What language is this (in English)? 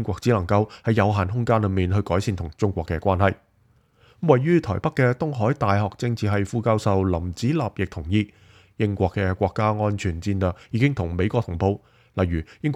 Cantonese